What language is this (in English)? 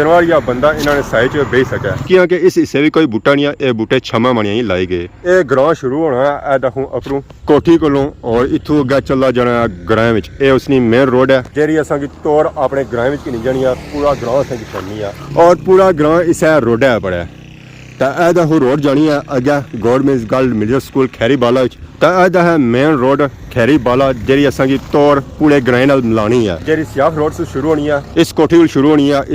Pahari-Potwari